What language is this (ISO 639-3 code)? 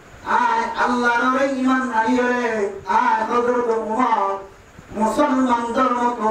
rhg